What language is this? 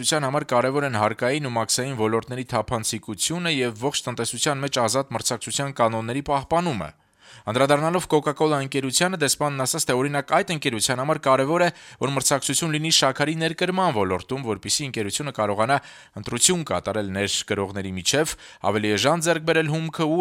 Armenian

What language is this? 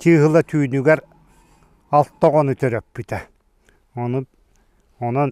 Yakut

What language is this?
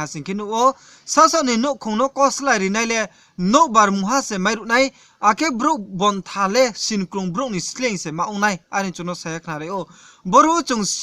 Riang (India)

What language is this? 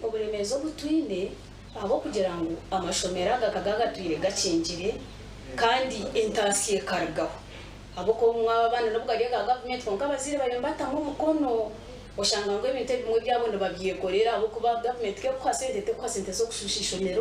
Nyankole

